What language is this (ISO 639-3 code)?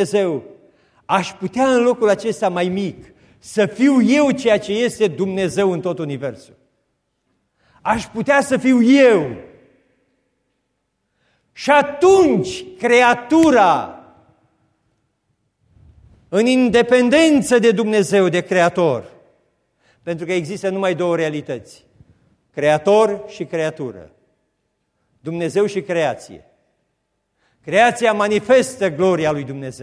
ron